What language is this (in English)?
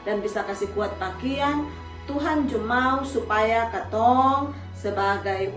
Kupang Malay